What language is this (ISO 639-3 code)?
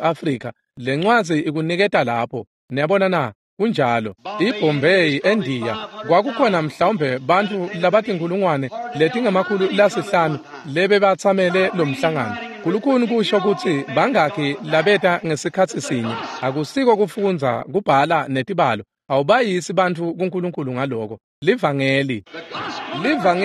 ssw